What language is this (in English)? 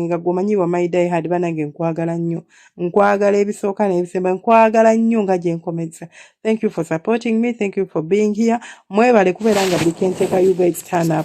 Ganda